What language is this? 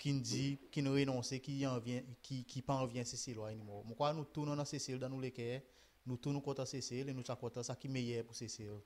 Seselwa Creole French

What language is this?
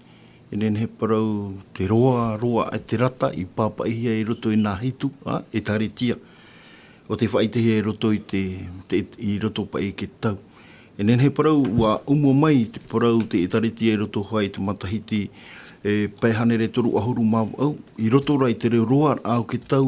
Tahitian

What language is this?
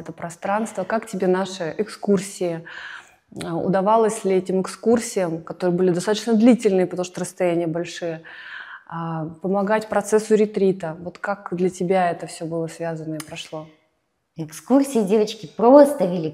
Russian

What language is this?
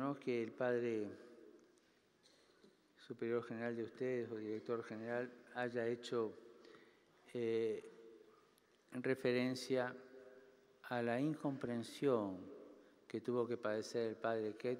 Spanish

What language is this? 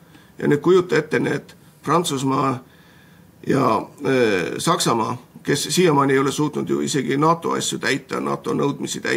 Estonian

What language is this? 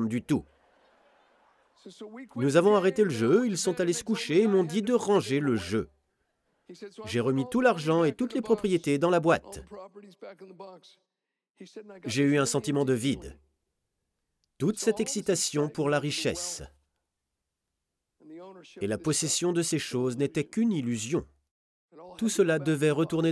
French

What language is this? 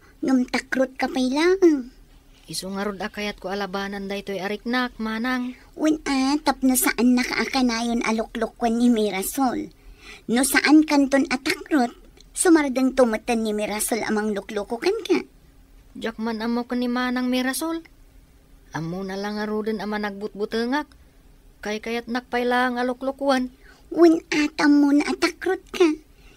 Iloko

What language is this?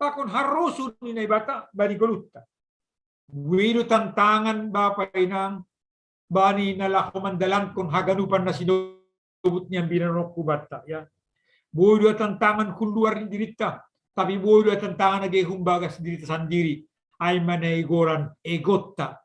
Batak Simalungun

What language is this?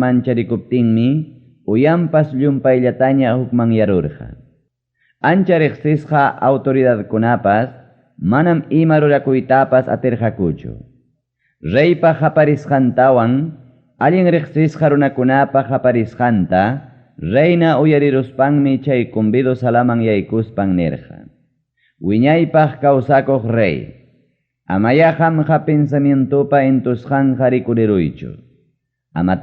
Ayacucho Quechua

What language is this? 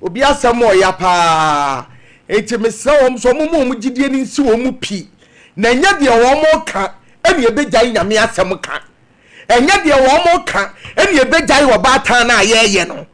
Akan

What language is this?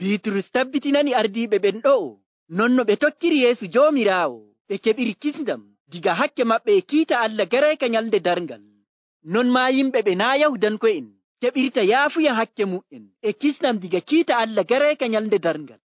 Nigerian Fulfulde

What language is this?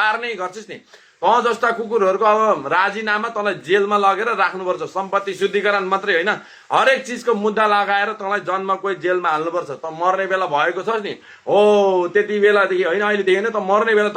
Nepali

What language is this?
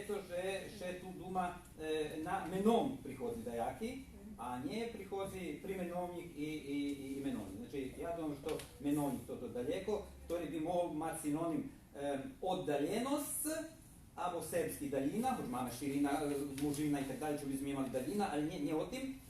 Rusyn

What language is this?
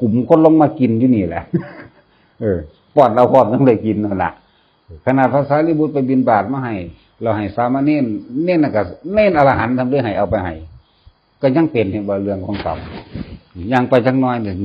Northeastern Thai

